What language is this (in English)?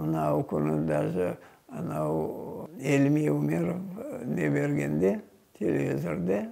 Crimean Tatar